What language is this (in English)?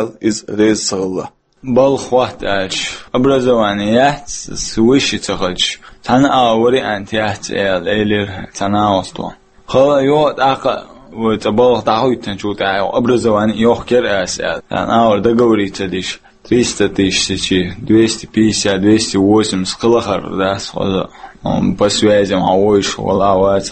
Chechen